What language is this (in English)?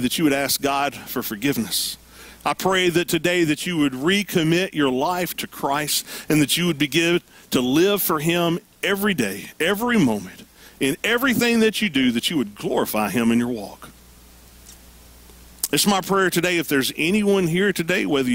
English